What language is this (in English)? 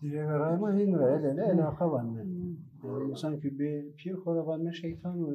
Zaza